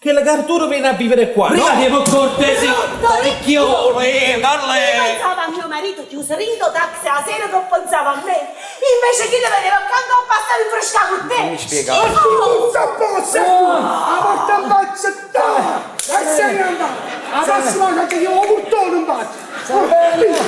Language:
Neapolitan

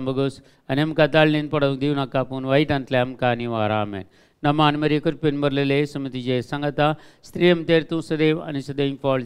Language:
Konkani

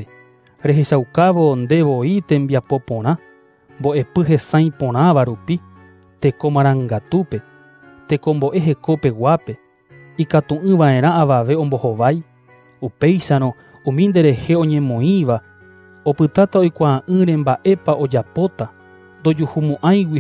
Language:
Guarani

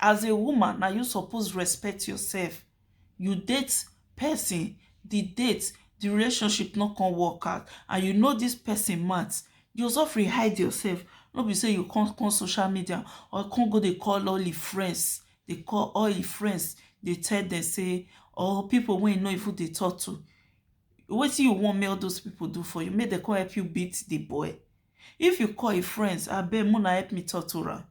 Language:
Nigerian Pidgin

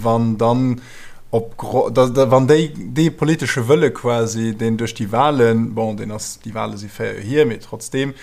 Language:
Luxembourgish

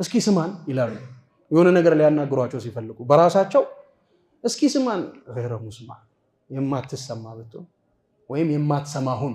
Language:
Amharic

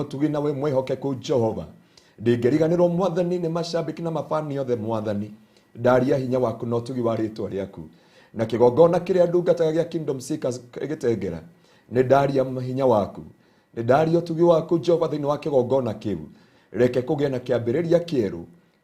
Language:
Kikuyu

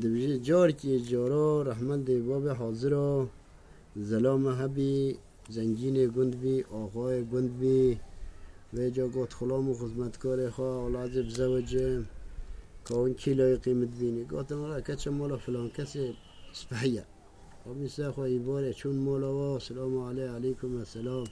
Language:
Kurdish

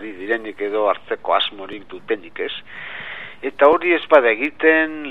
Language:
Basque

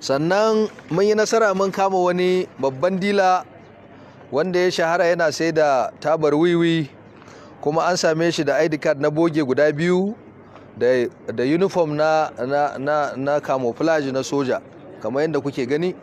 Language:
Hausa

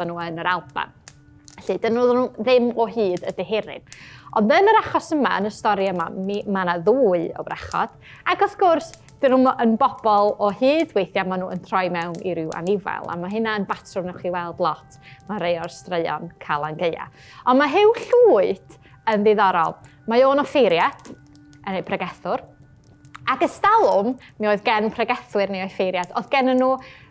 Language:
Welsh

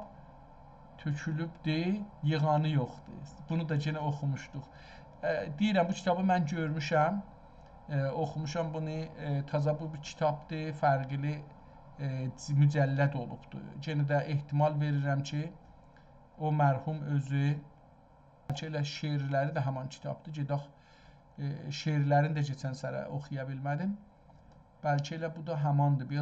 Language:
South Azerbaijani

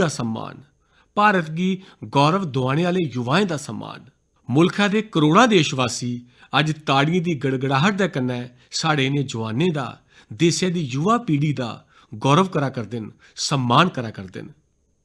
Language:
Dogri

